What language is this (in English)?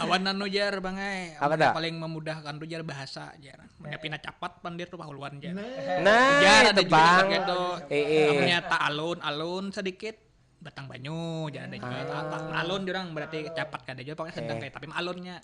Banjar